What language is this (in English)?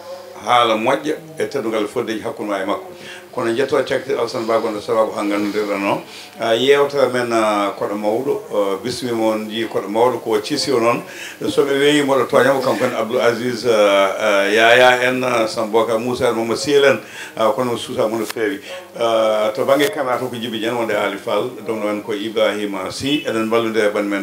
Fula